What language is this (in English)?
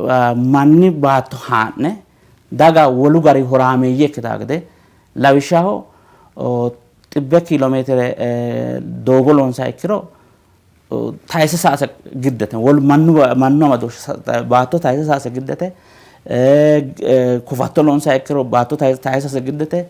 Sidamo